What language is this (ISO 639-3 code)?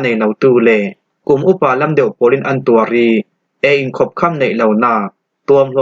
cfm